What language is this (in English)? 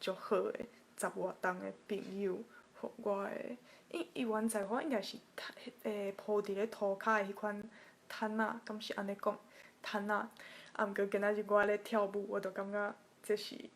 Min Nan Chinese